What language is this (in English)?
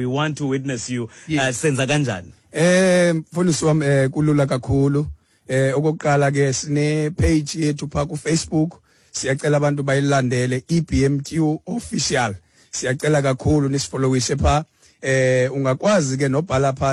Xhosa